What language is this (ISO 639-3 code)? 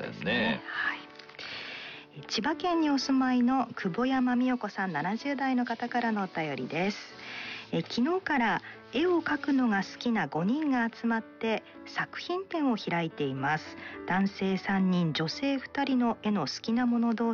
jpn